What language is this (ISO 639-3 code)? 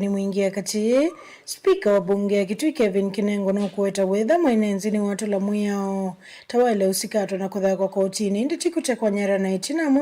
kam